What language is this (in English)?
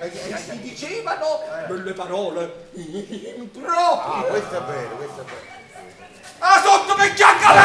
Neapolitan